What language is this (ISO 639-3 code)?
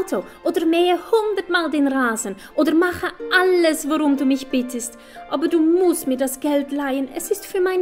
deu